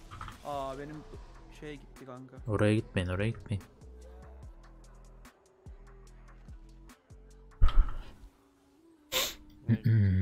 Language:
Turkish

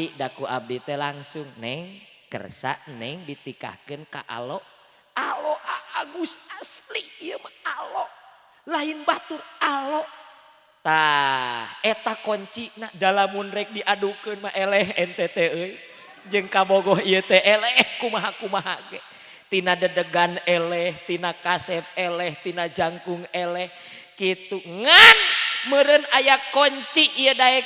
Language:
Sundanese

